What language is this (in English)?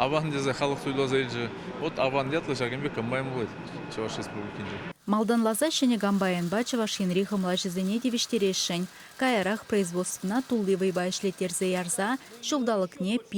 Chuvash